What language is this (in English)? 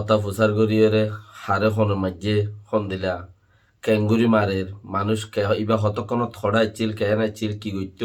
Rohingya